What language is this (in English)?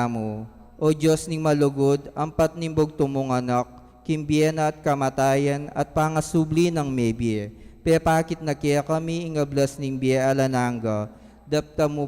Pampanga